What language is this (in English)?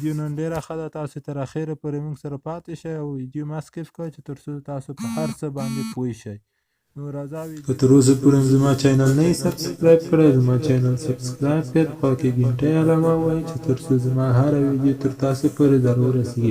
Pashto